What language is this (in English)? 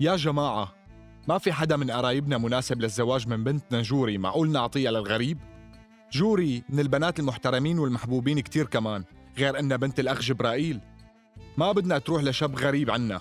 North Levantine Arabic